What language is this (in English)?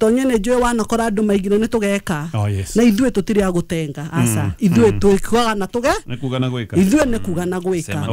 Kikuyu